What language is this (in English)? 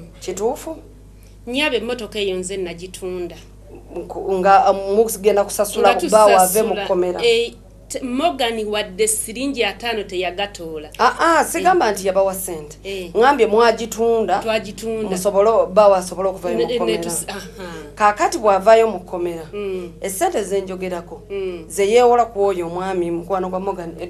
Ganda